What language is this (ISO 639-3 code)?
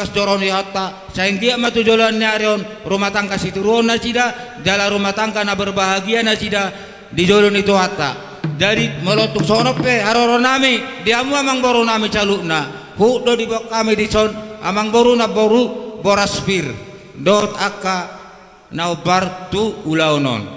bbc